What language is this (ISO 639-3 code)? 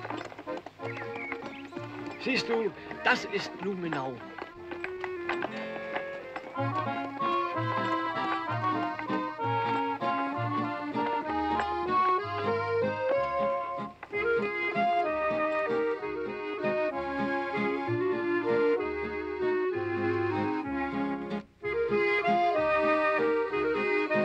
deu